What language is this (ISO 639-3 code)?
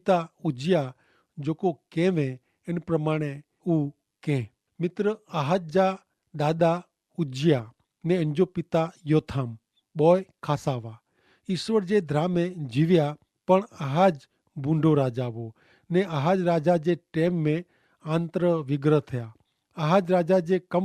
kfr